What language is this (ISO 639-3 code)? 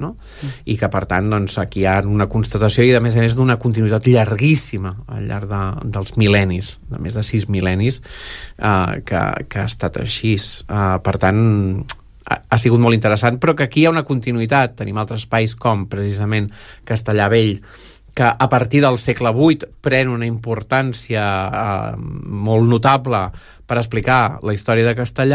cat